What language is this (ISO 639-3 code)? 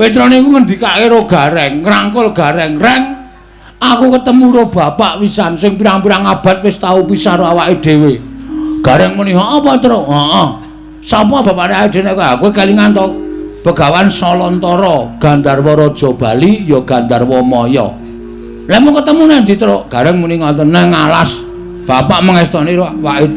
jav